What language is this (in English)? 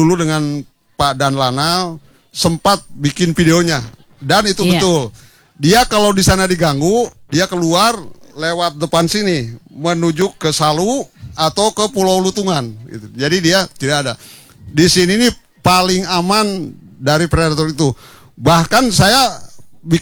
Indonesian